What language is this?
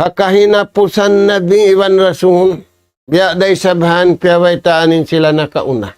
Tausug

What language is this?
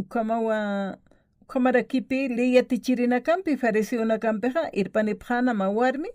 Aymara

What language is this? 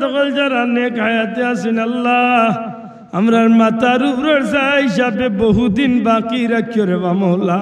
Sylheti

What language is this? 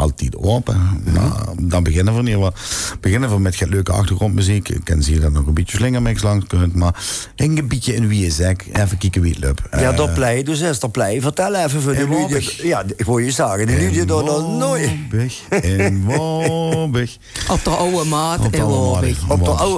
Limburgish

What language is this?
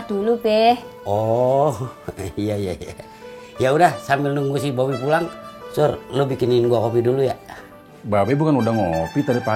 Betawi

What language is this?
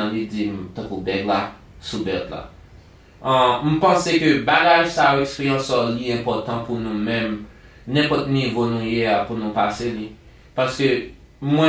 Haitian Creole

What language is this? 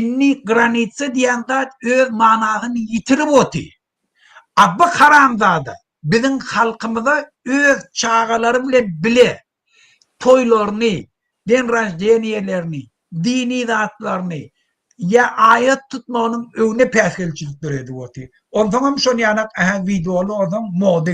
Turkmen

